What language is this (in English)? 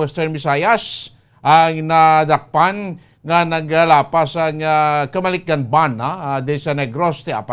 Hiligaynon